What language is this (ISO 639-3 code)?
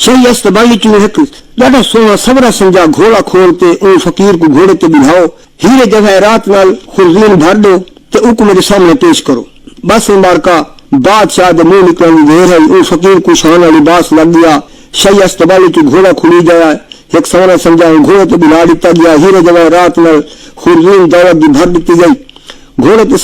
skr